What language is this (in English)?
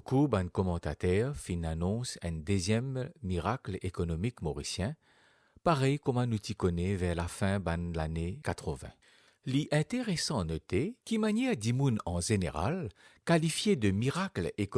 Morisyen